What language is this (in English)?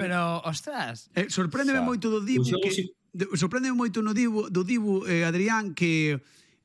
Galician